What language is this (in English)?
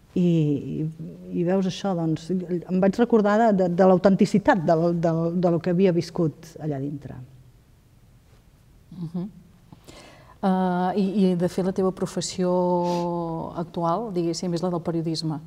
Catalan